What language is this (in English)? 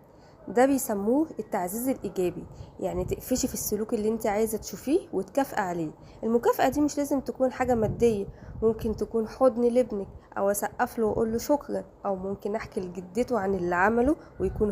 Egyptian Arabic